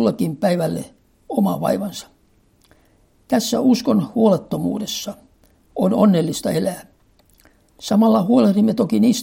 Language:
Finnish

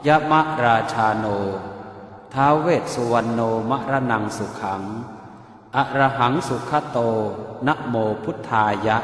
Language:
Pali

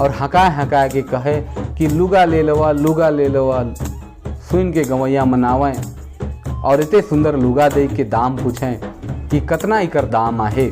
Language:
Sadri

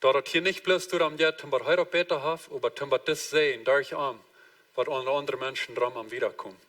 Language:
Plautdietsch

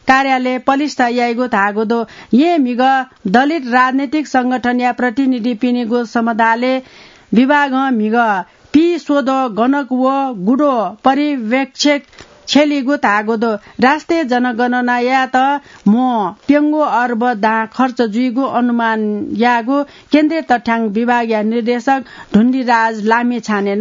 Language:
Newari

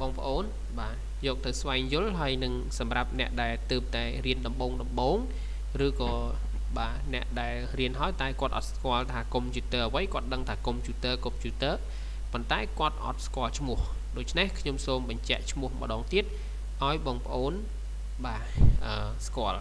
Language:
Khmer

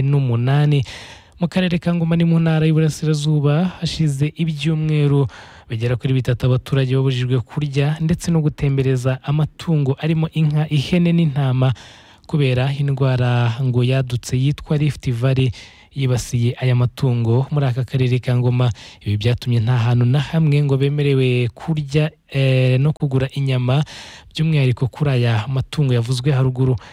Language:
Kinyarwanda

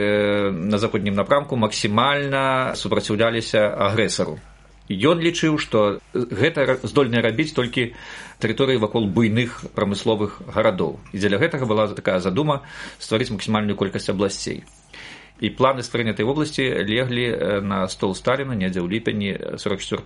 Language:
Belarusian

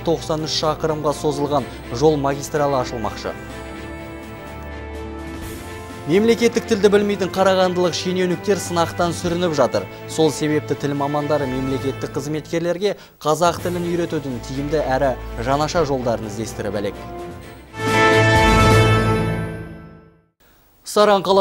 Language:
Kazakh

